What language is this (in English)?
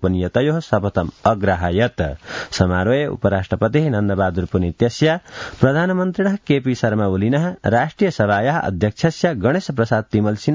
Sanskrit